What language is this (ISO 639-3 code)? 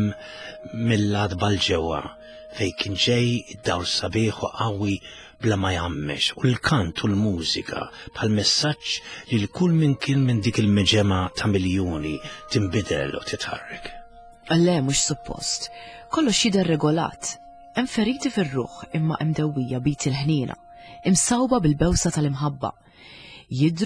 mlt